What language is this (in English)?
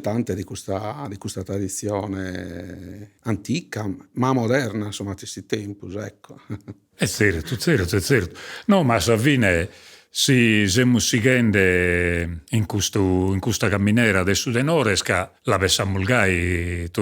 Sardinian